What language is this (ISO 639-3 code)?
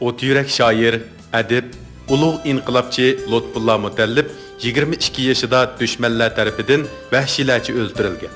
uig